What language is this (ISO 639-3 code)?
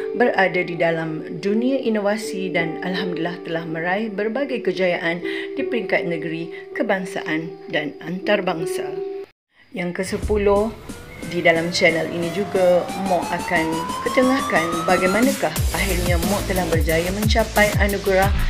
msa